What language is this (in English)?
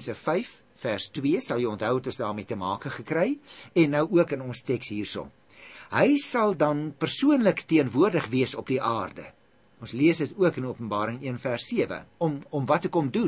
Afrikaans